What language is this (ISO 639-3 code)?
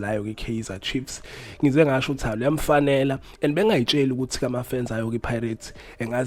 zul